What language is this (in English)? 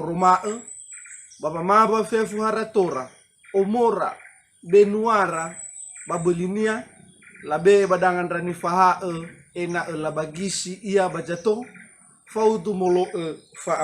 Nias